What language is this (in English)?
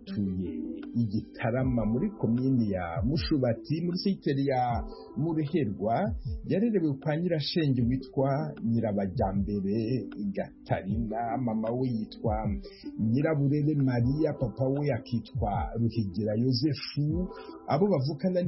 Kinyarwanda